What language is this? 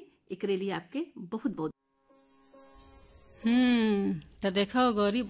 Bhojpuri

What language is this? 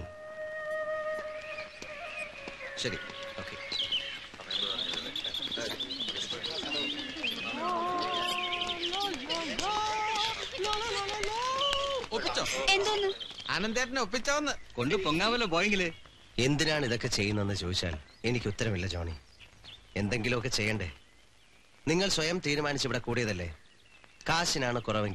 Malayalam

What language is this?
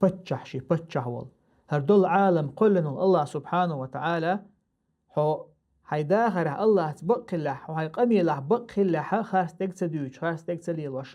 Chechen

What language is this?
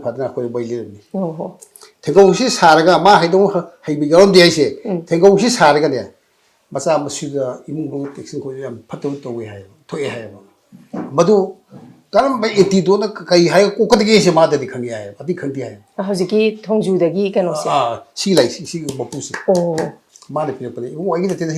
Manipuri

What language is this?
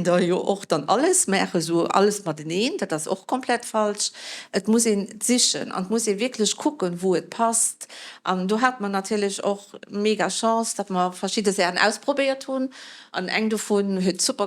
Luxembourgish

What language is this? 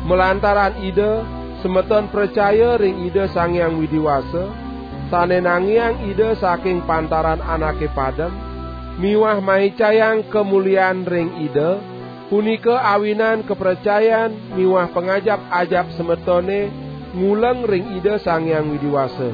Balinese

